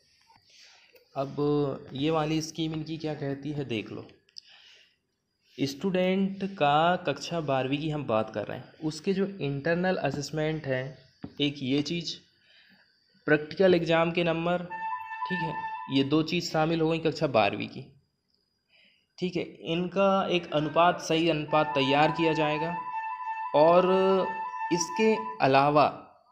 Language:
Hindi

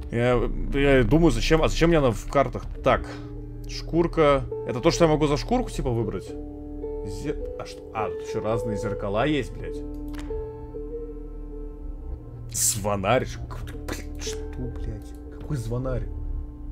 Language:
Russian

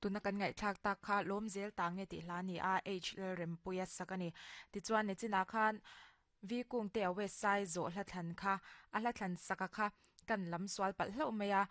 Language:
Mizo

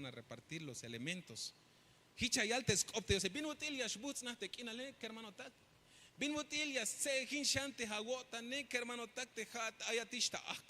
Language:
Tzeltal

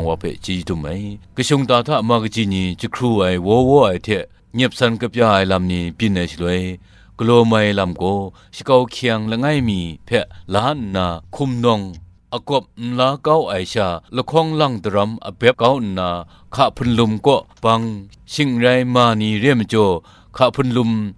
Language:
Kachin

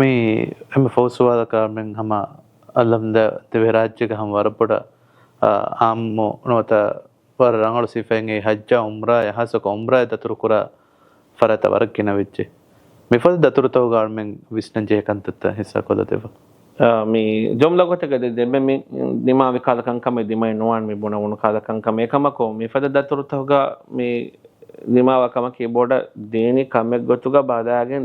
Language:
Divehi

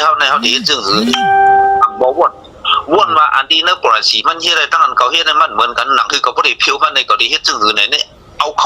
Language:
Shan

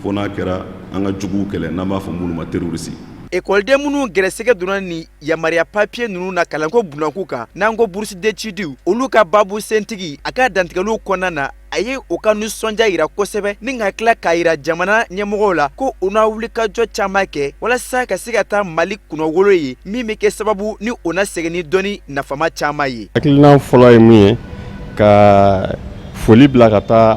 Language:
Bambara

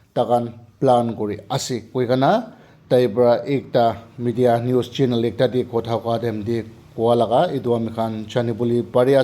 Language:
Naga Pidgin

